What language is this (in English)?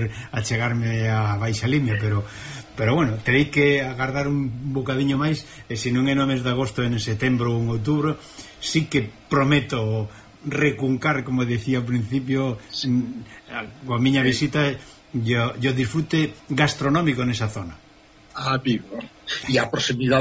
Galician